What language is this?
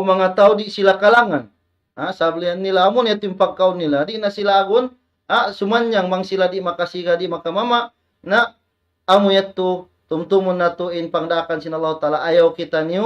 Tausug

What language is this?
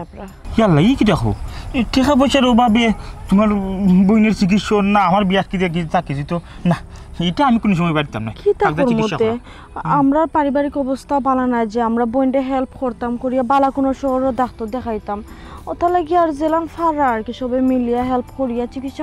Sylheti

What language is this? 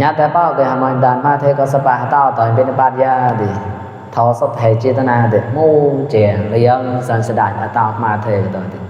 Mon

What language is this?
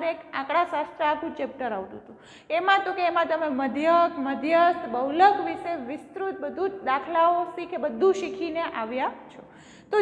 Gujarati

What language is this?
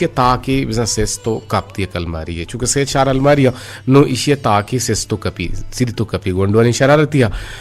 Eastern Balochi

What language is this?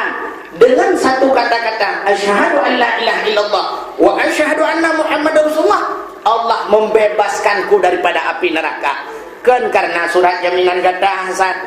Achinese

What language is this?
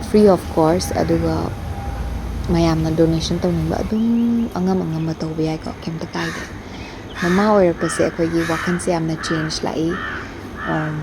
Manipuri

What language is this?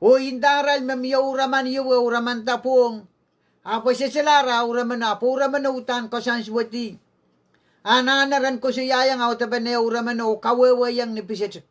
Pohnpeian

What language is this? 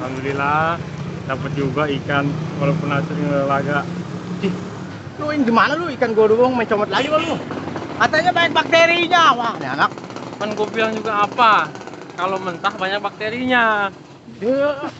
Betawi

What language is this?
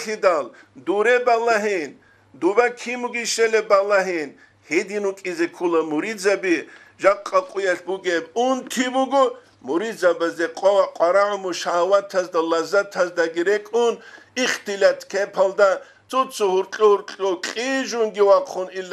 Avaric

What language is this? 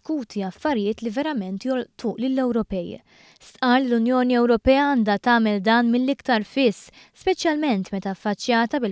Maltese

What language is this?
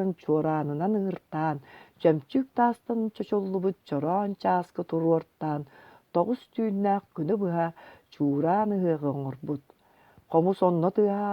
Yakut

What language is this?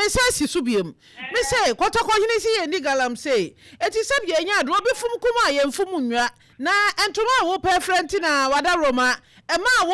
Akan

